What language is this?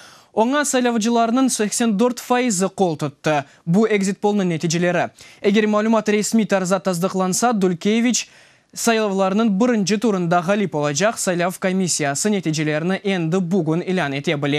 Crimean Tatar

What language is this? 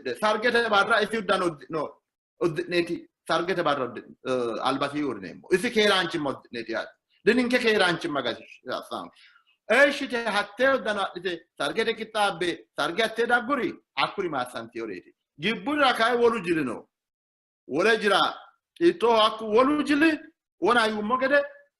Sidamo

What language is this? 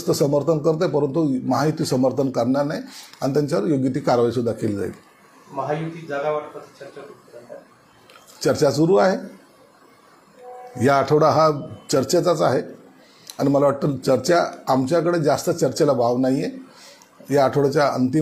Marathi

